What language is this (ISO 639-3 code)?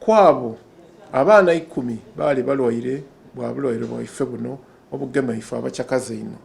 xog